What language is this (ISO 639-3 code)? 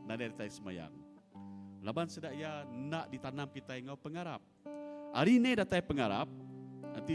iba